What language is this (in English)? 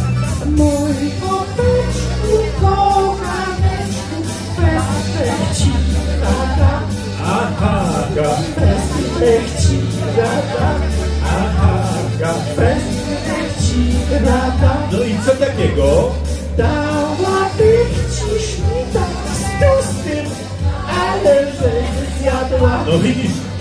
Polish